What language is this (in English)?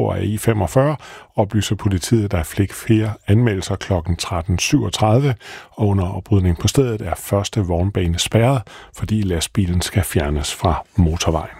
Danish